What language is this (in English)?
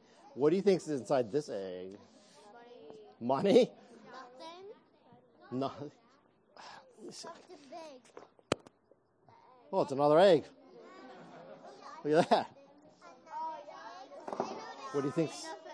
English